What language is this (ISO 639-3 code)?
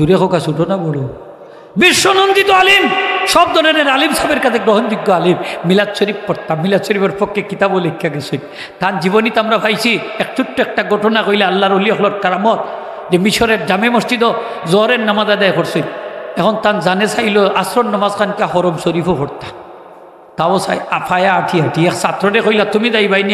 syl